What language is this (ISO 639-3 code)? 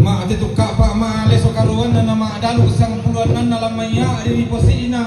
sda